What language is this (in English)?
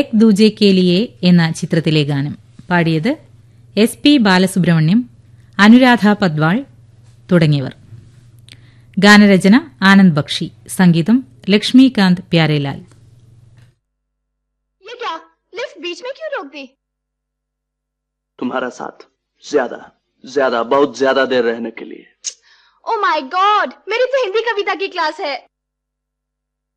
Malayalam